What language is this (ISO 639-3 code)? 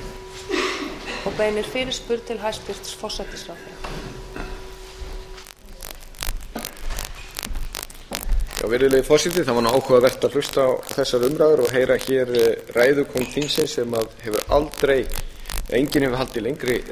isl